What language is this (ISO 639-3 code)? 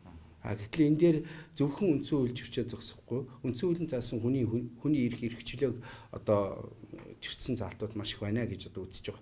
mon